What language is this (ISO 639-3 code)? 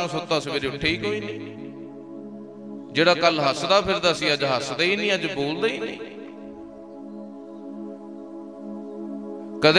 pan